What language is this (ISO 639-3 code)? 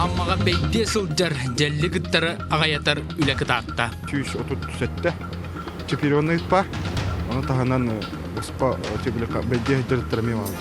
sah